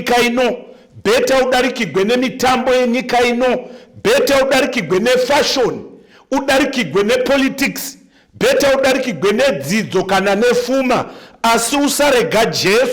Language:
Shona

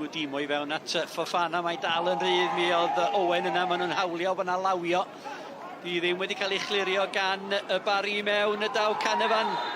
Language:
Welsh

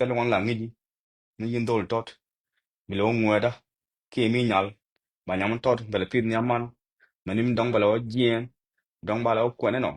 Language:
Nuer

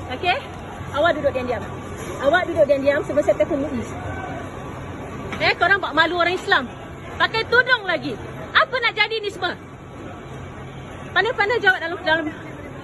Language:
Malay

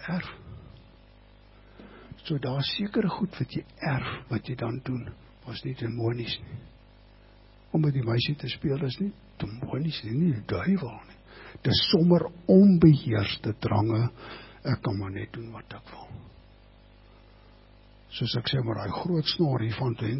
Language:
Afrikaans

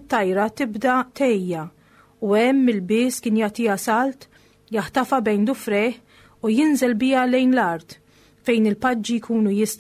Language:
Maltese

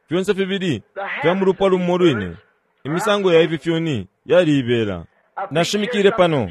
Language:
Bemba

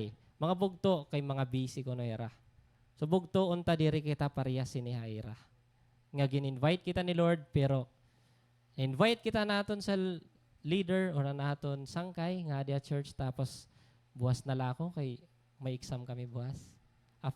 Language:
Waray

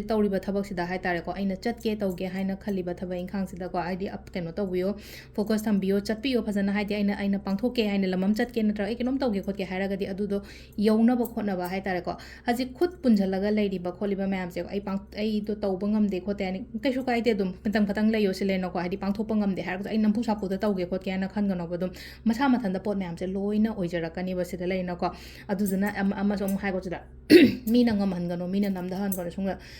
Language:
Manipuri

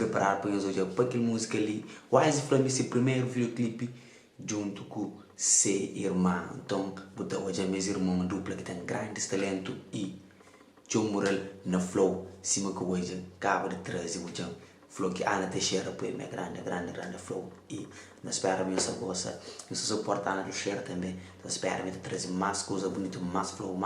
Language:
Kabuverdianu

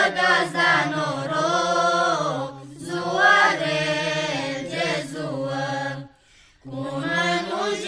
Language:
Romanian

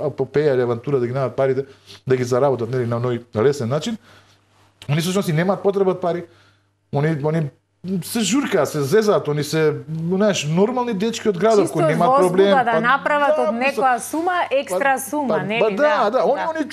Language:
Macedonian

